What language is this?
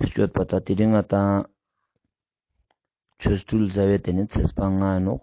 Ladakhi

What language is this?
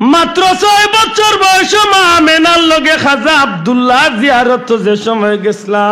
Sylheti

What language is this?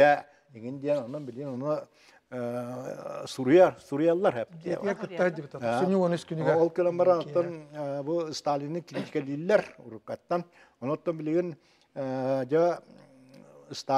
Yakut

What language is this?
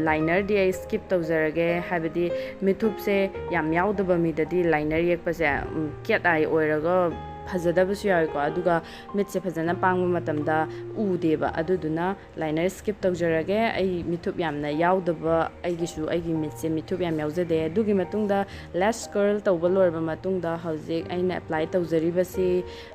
Manipuri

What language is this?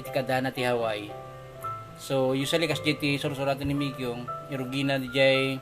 Iloko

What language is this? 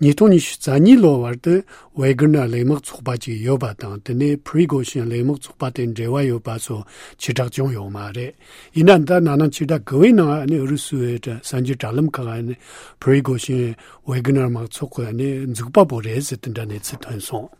Tibetan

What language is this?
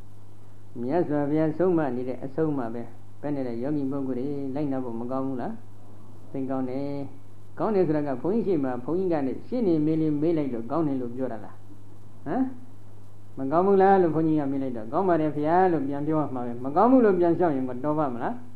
Burmese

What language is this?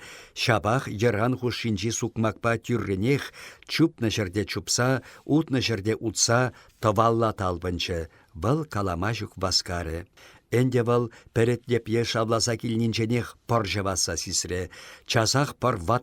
Chuvash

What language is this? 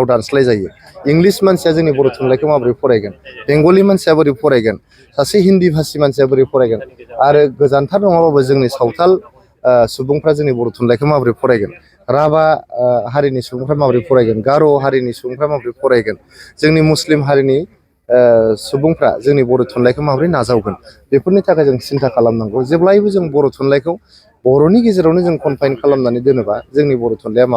Bodo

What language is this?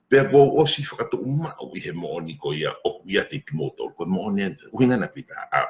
Tongan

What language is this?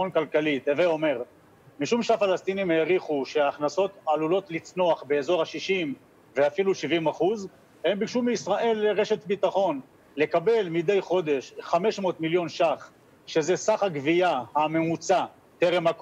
Hebrew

